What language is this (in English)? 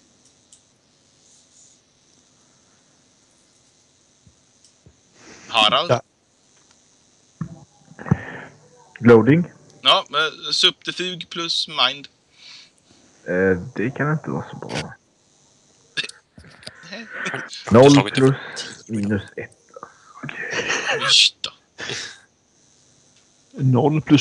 Swedish